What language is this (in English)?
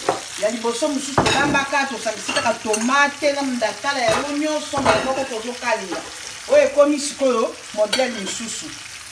Lingala